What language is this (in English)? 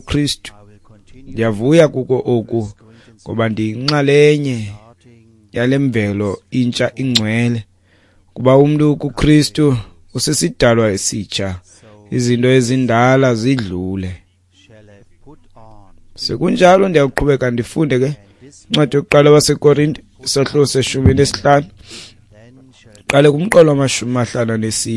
Xhosa